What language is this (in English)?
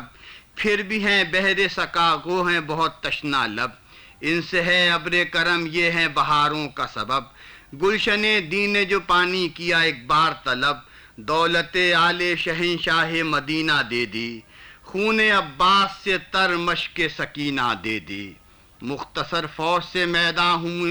Urdu